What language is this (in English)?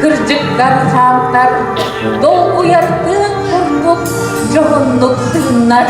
Yakut